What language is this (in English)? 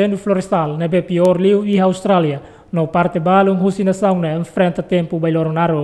Tetum